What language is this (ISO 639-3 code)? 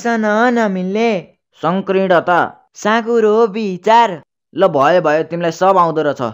nep